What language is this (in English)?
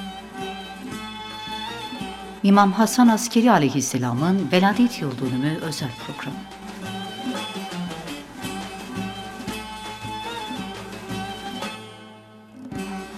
Turkish